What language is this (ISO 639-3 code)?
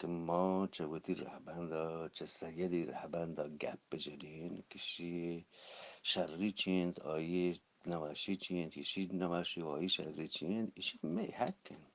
bgp